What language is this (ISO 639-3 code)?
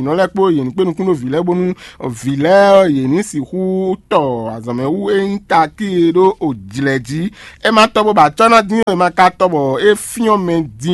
fon